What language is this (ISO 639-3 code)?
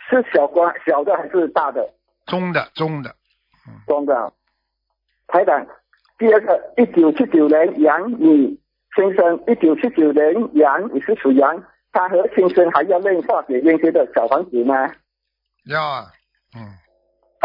zho